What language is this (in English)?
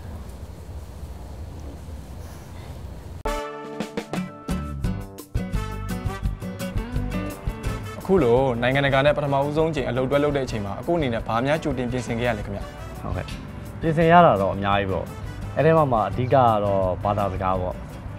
Burmese